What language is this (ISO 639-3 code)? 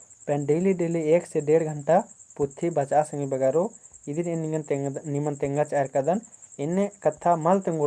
kru